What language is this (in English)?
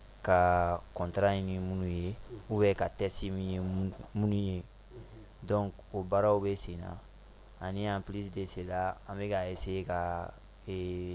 Bambara